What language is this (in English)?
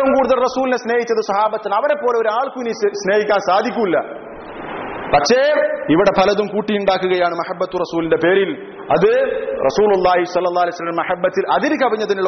Malayalam